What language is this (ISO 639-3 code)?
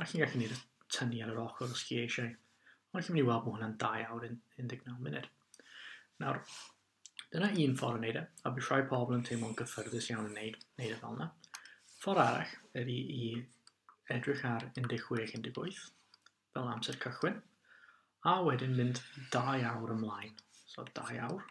cym